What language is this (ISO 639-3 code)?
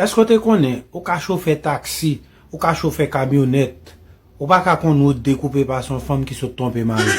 hat